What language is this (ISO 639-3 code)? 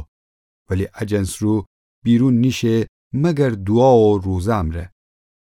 glk